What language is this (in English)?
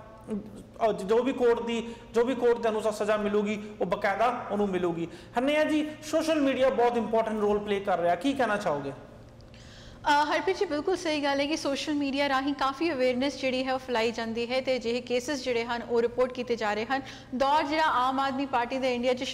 Punjabi